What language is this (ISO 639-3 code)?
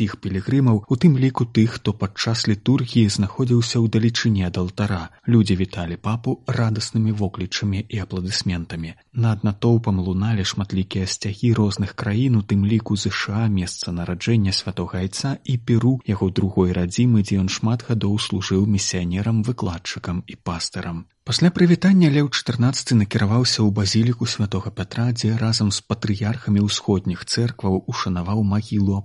bel